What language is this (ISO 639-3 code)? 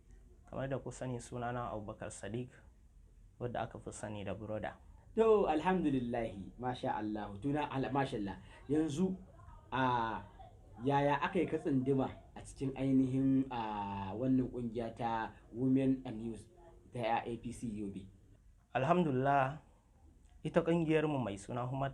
hau